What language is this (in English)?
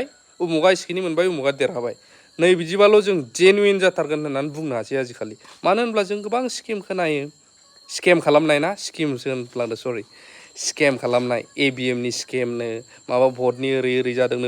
Bodo